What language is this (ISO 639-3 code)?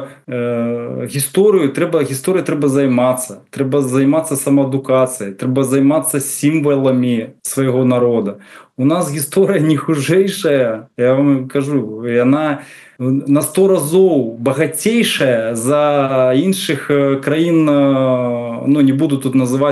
bel